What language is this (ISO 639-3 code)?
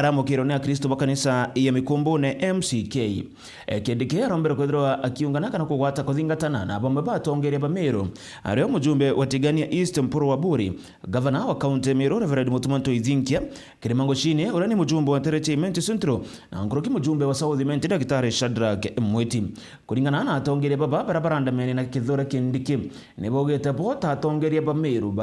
mer